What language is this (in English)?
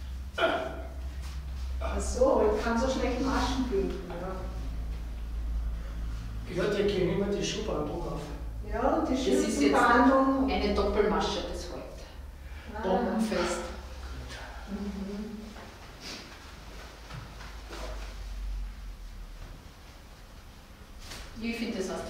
German